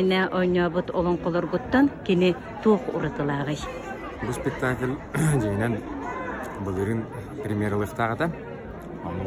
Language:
Yakut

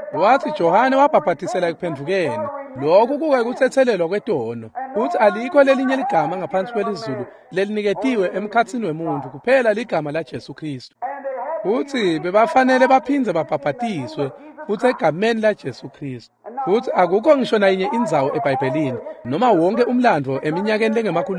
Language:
Swati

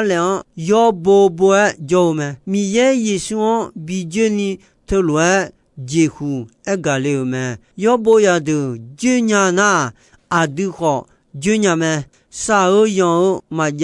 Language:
Akha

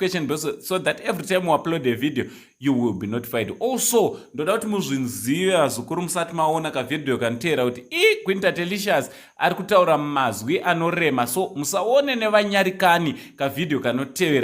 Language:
Shona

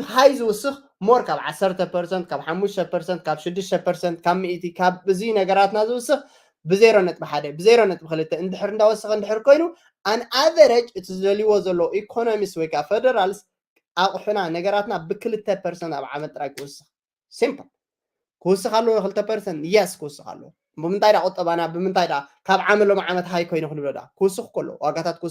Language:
Tigrinya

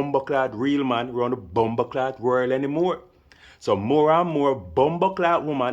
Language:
Jamaican Creole English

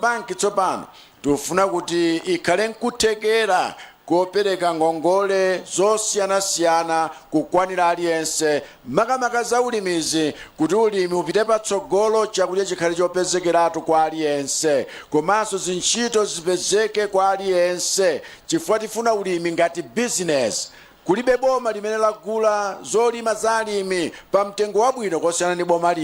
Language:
Nyanja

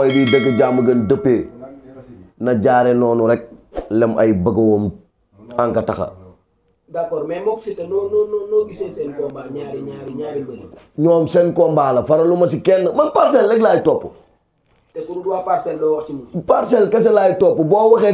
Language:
Wolof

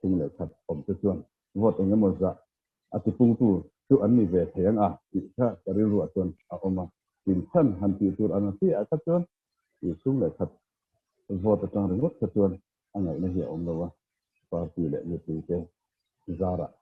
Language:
Mizo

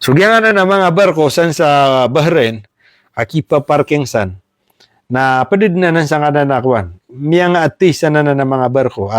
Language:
Maranao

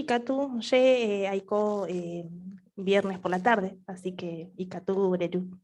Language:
Guarani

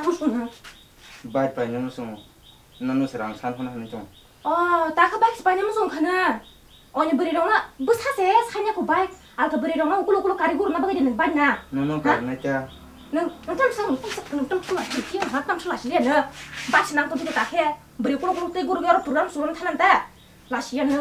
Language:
Kok Borok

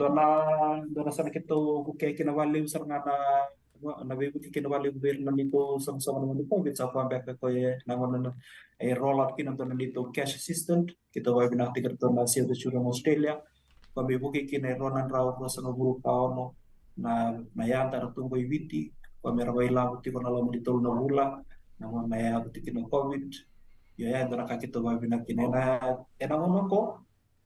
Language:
Fijian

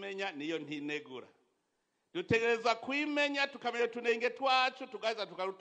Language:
Rundi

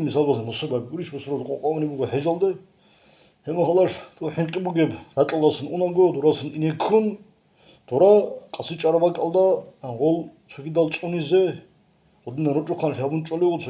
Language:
Avaric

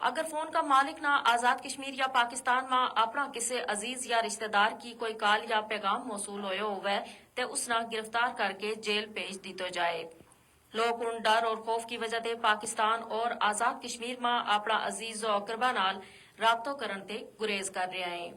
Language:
Gujari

